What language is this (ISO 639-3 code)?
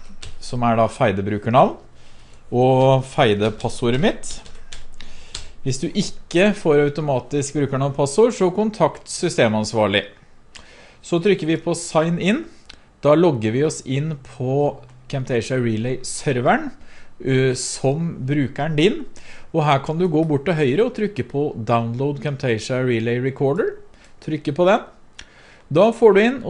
nor